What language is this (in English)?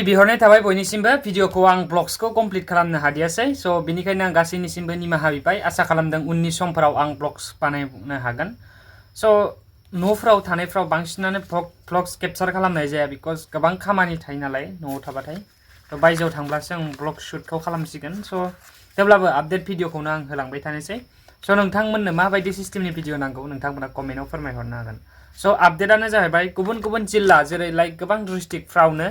Bodo